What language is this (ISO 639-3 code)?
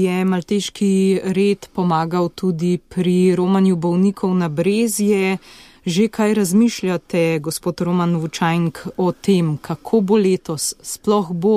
slv